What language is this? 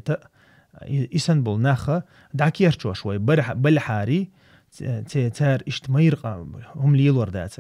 Chechen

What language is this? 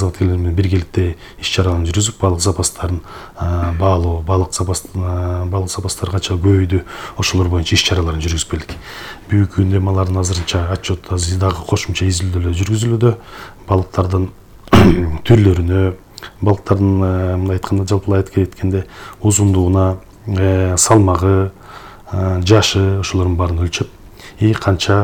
Kyrgyz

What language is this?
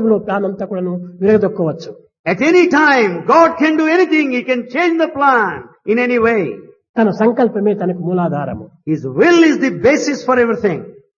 Telugu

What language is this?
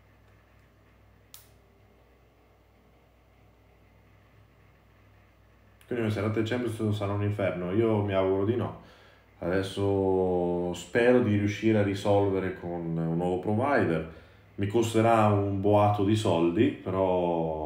Italian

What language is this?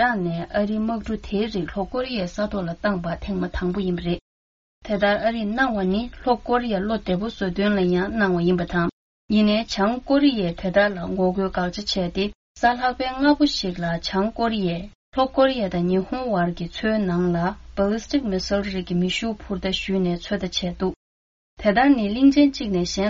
Tibetan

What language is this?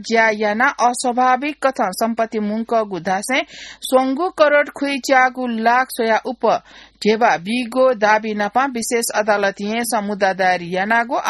Newari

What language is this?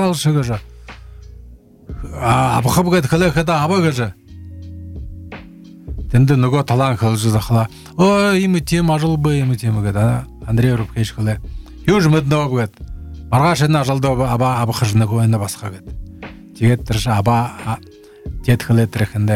Buriat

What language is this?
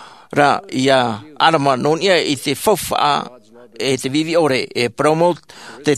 Tahitian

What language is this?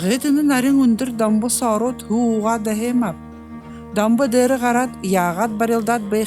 Buriat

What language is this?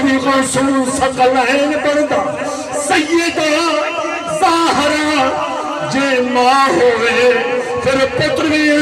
Saraiki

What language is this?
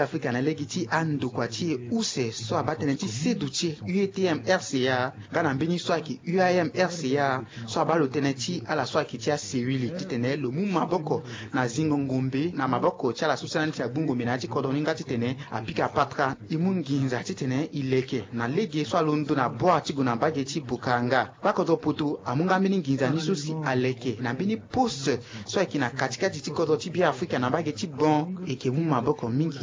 Sango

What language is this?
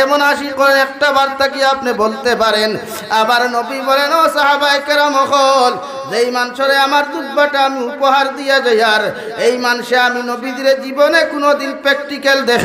Sylheti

